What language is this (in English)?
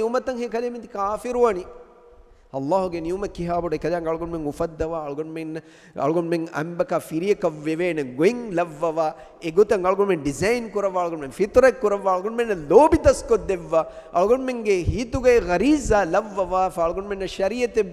Divehi